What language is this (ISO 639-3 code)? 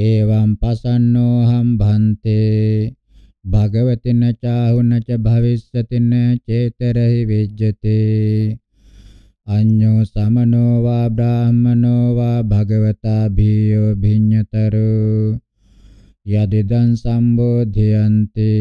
pli